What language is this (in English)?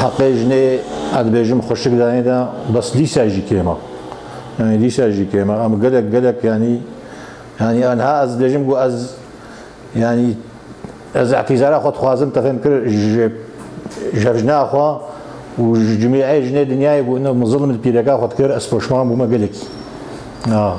Kurdish